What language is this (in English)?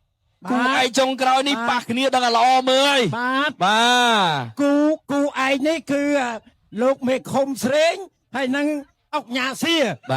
Khmer